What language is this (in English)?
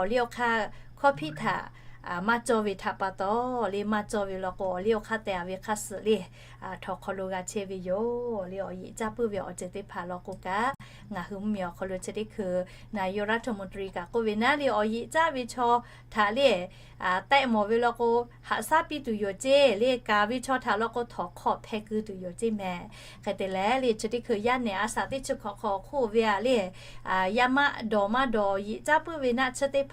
Lahu